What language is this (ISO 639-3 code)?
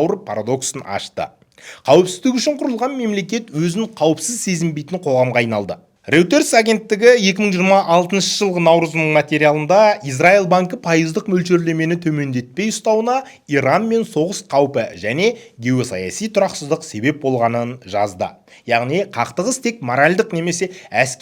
kaz